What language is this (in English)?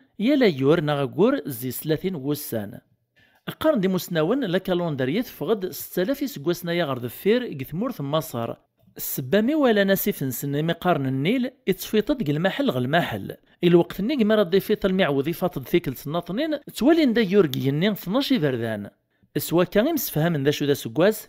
Kabyle